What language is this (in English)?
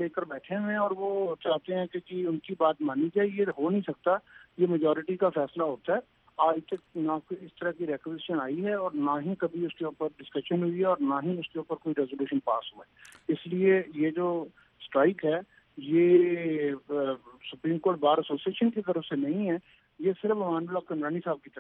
Urdu